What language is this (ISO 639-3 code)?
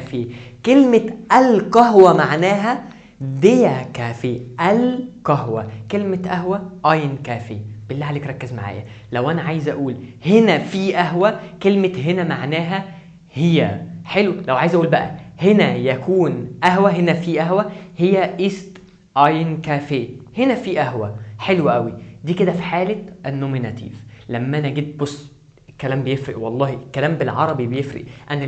arz